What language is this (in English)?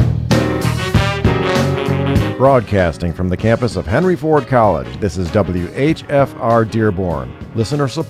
English